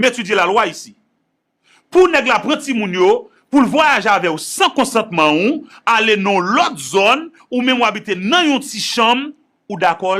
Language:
Haitian Creole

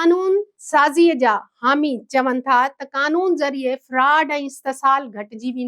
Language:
Sindhi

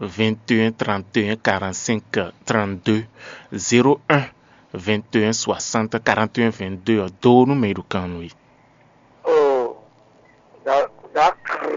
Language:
Fon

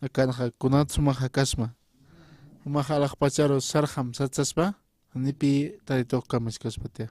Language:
Aymara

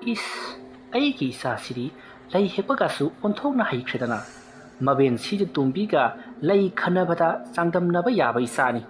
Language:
Manipuri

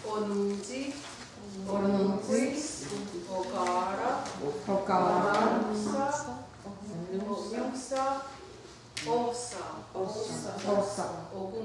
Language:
Mohawk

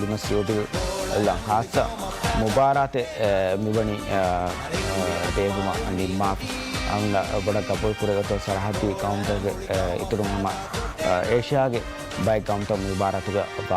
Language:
Divehi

